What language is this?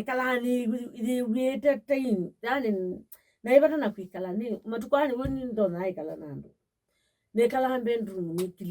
Kamba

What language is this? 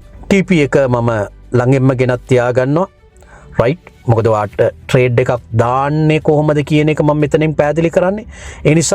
Sinhala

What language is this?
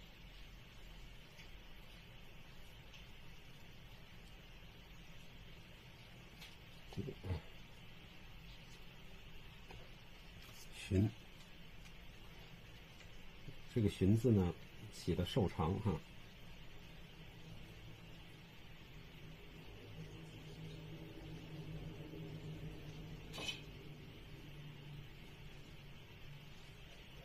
Chinese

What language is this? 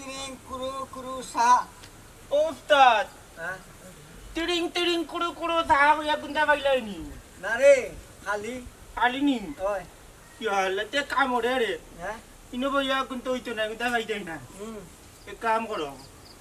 Sylheti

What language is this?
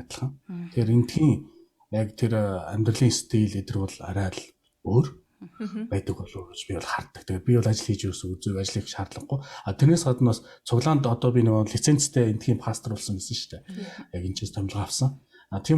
Mongolian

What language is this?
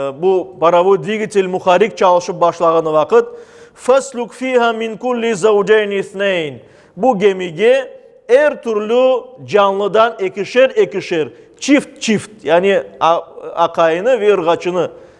Crimean Tatar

